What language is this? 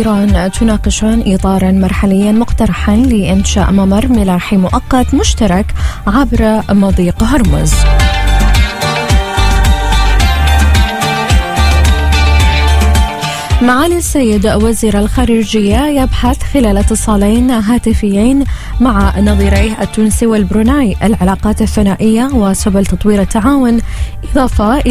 Arabic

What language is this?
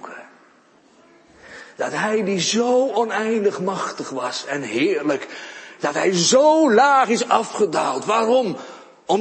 Dutch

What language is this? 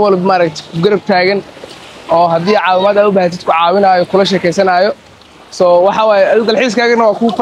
Somali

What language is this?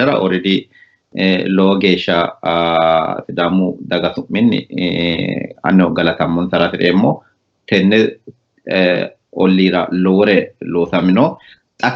Sidamo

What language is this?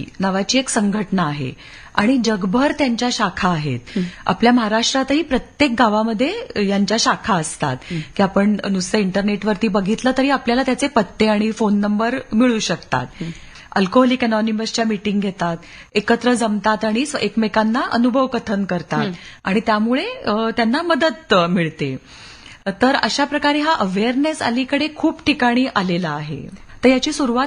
Marathi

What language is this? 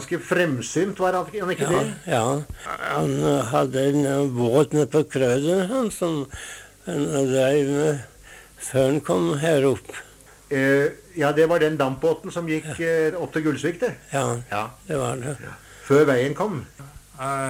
Norwegian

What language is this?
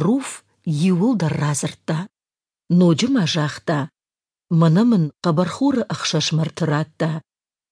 Ossetic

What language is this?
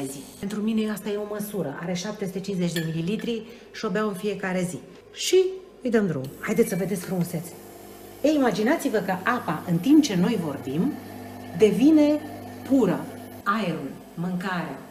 Romanian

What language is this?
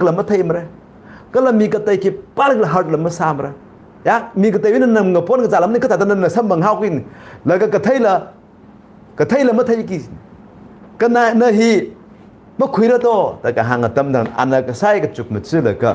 Tangkhul Naga (India)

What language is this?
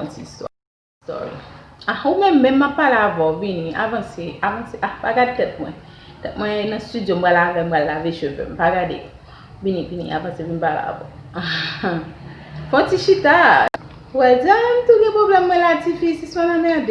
Haitian Creole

